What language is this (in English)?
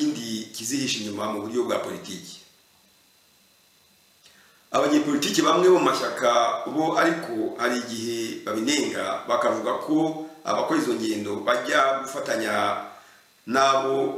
Kinyarwanda